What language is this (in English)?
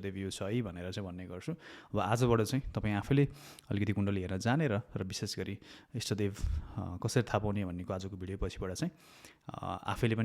Nepali